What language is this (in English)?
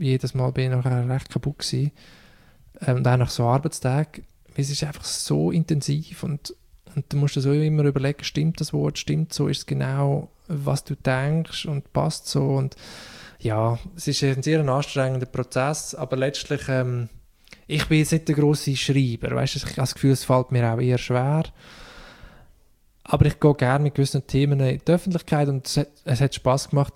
German